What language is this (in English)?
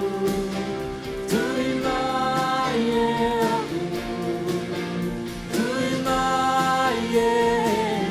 Faroese